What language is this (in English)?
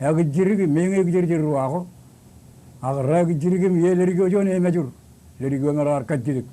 Marshallese